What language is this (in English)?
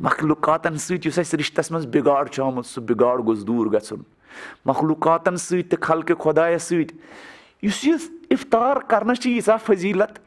Kashmiri